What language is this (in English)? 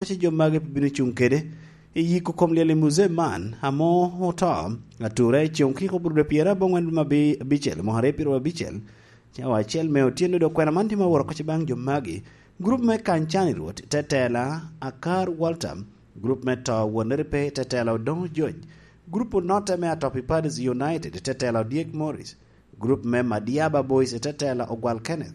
Lango (Uganda)